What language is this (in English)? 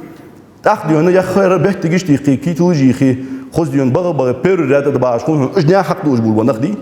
Ingush